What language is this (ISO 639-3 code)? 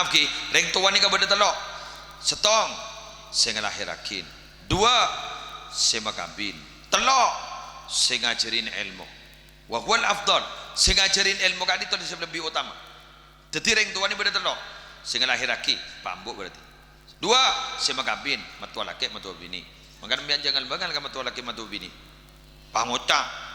mad